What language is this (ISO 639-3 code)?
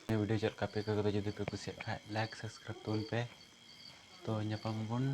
sat